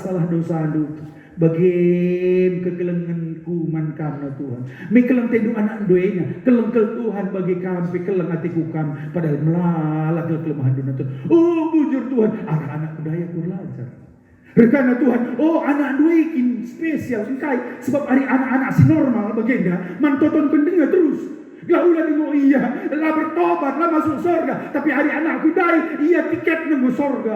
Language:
Batak Karo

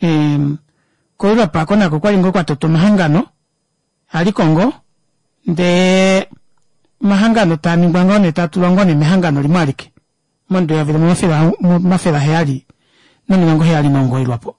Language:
Kuanyama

